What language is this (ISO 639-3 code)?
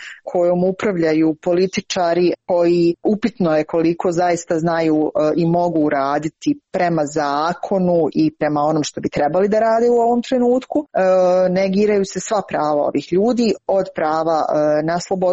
hrv